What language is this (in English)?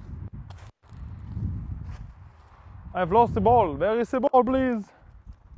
German